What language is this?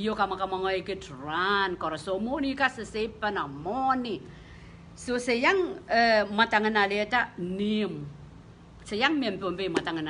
Pohnpeian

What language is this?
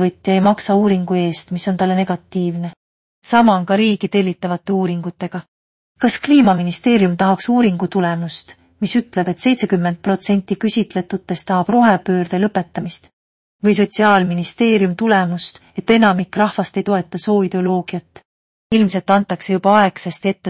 Estonian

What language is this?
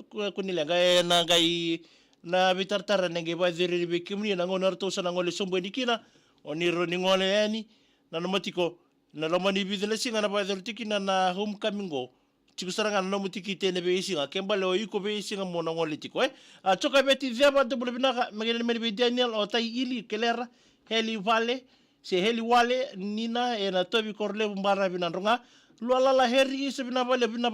Fijian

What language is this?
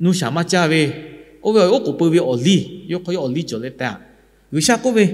Lahu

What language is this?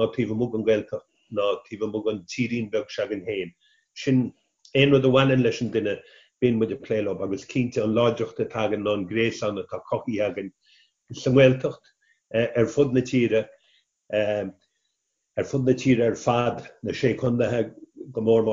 Irish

